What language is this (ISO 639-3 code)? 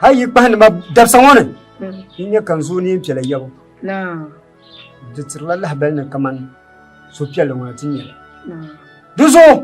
dag